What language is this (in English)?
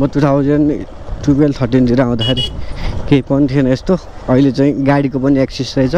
Nepali